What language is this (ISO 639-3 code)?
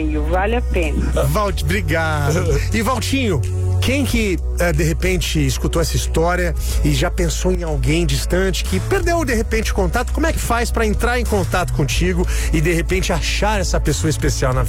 por